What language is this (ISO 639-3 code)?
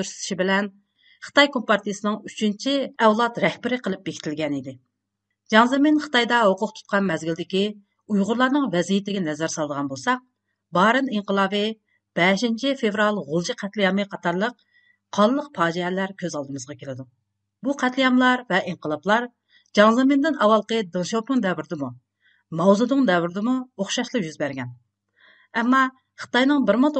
uig